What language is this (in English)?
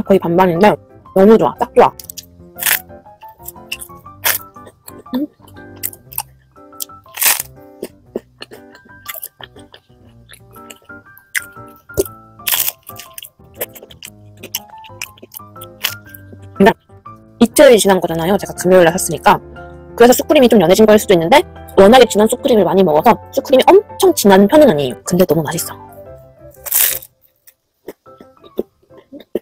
Korean